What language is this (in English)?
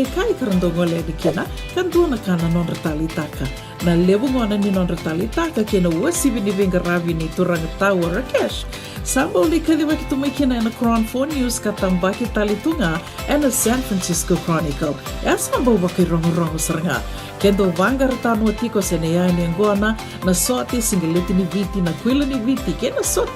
Fijian